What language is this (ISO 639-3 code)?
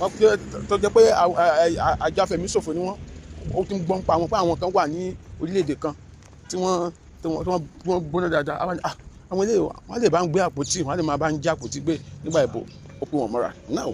yor